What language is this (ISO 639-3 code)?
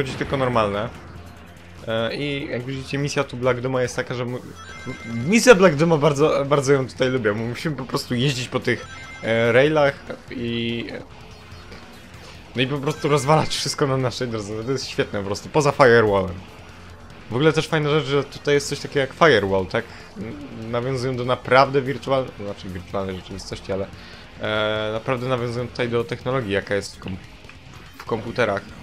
pol